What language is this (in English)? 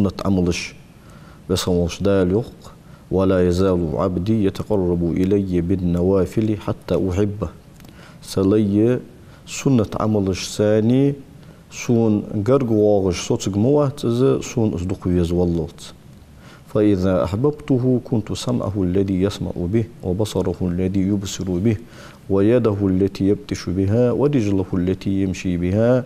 Ingush